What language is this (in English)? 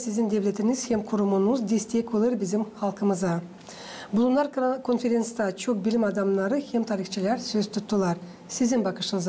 Gagauz